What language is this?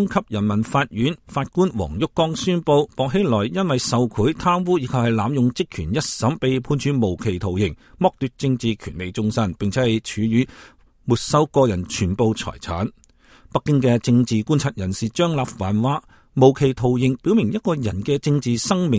Cantonese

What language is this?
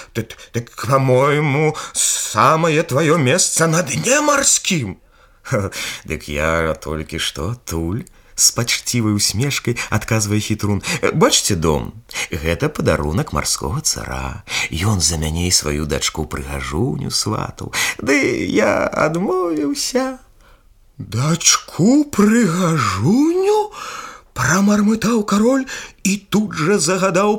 Belarusian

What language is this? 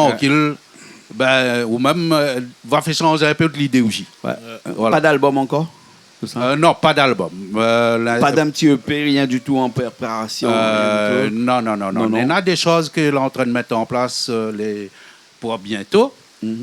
Réunion Creole French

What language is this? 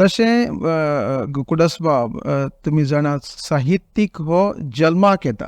Konkani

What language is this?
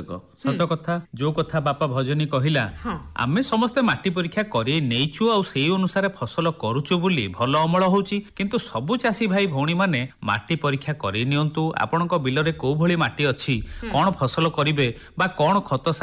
Odia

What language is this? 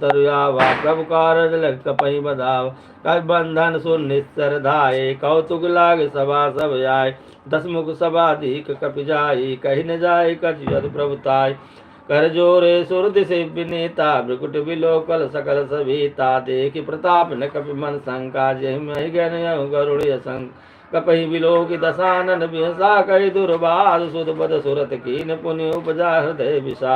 Awadhi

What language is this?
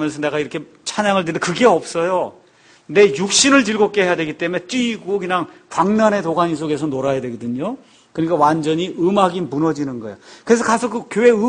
Korean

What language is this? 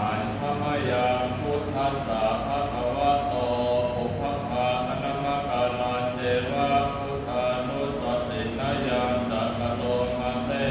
Pali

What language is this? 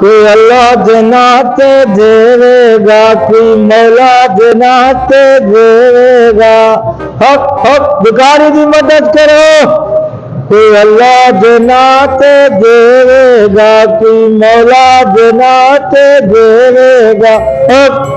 Saraiki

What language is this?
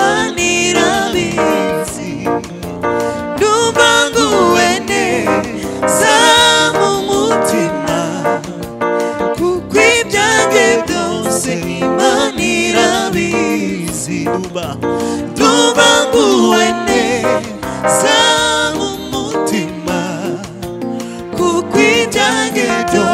Kinyarwanda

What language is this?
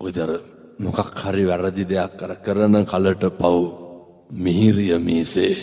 Sinhala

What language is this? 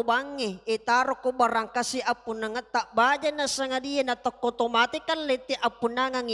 Buginese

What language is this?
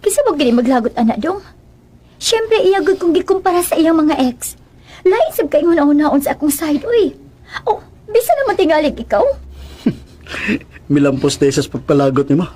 Cebuano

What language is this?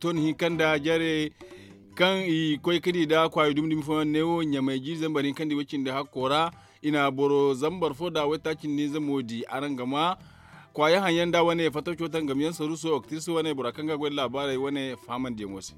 Zarma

